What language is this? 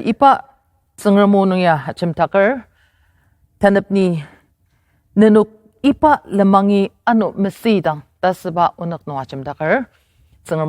Ao Naga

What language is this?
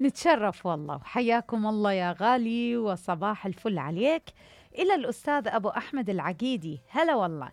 Mesopotamian Arabic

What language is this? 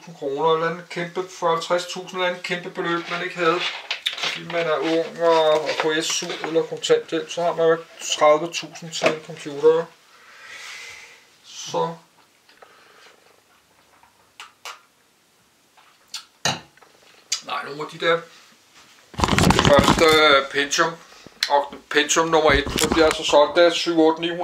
Danish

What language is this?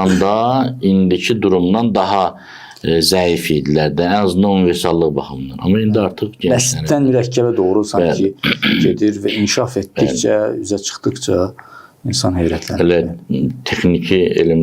Azerbaijani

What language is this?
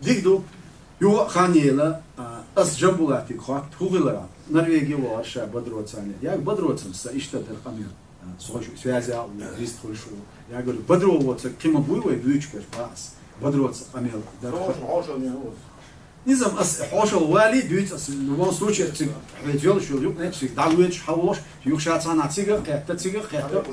Chechen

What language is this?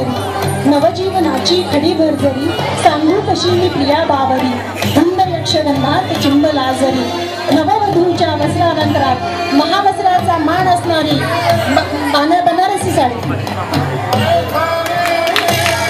Marathi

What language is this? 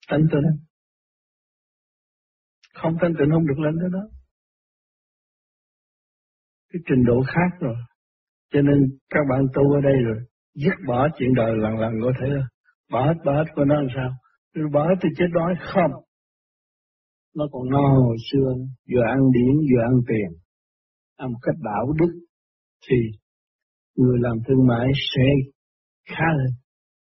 Vietnamese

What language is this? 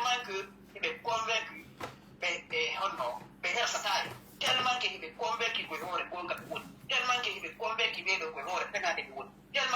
Pular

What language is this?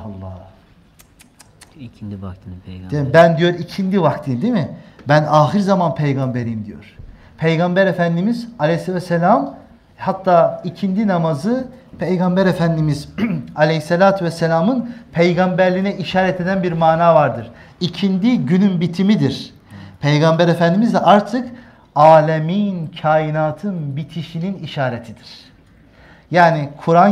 Turkish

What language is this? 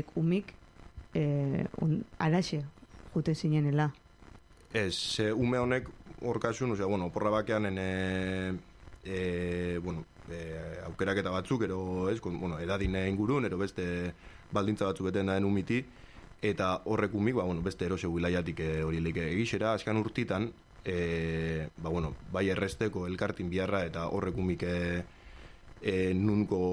Basque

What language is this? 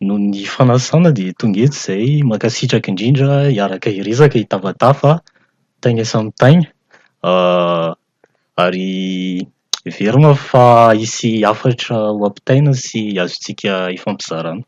Malagasy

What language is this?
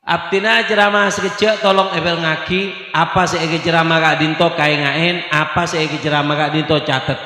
Madurese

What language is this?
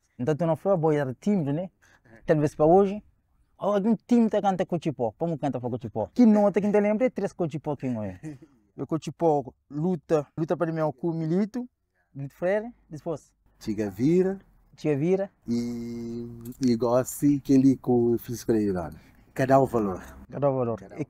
Kabuverdianu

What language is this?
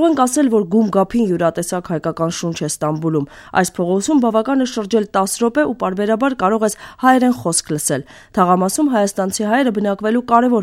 Armenian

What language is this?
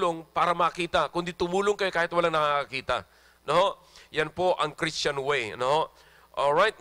Filipino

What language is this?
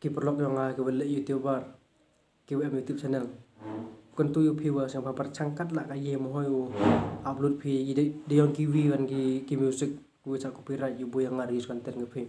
Khasi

